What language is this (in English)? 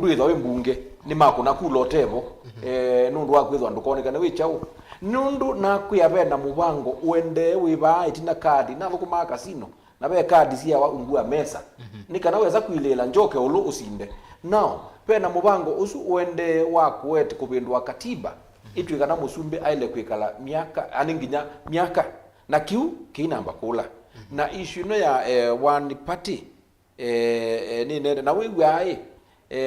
Kamba